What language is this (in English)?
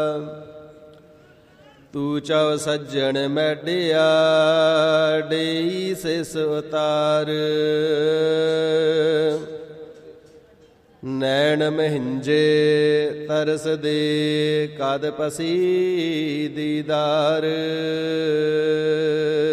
Punjabi